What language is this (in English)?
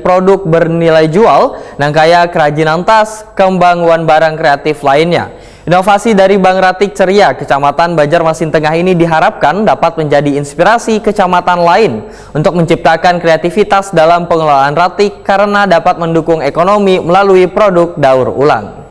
Banjar